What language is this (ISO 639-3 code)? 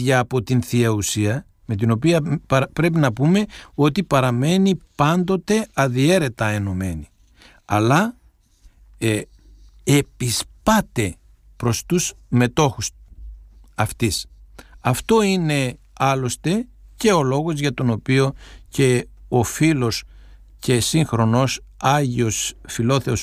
ell